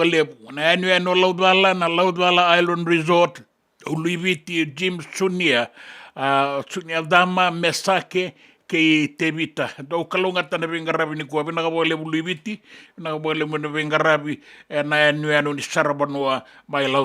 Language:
Fijian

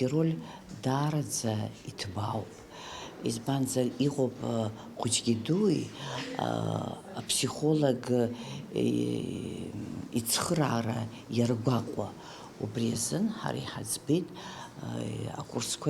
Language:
Abkhazian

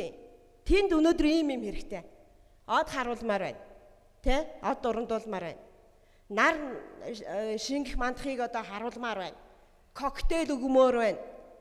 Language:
Mongolian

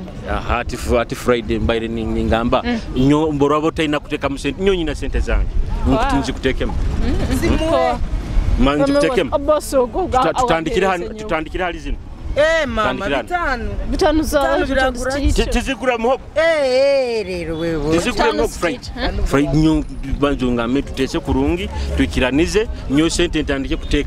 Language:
Nyoro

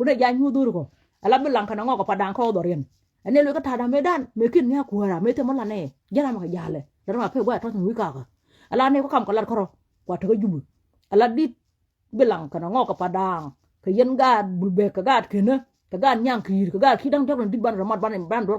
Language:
Nuer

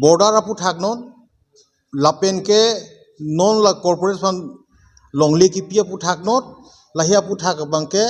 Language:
Karbi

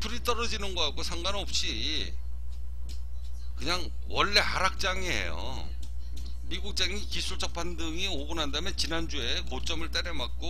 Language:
Korean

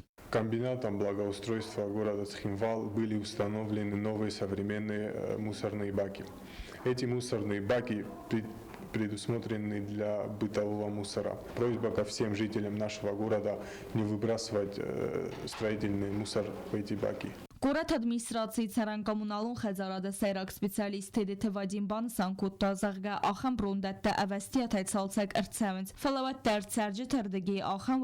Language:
Ossetic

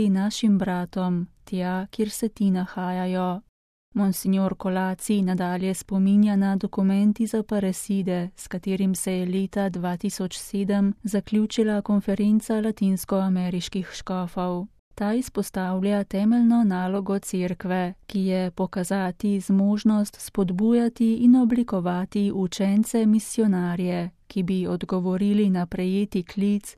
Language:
Slovenian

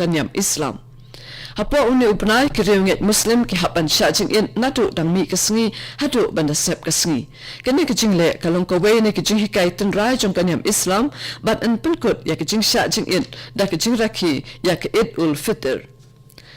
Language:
Khasi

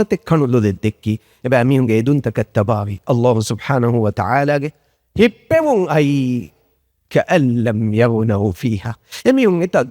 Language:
Divehi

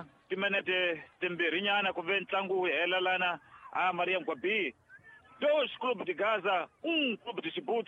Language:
Tsonga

